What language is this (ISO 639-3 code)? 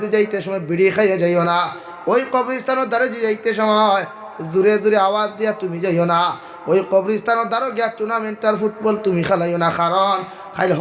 syl